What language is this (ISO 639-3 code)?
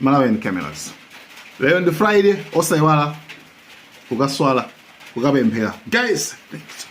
nya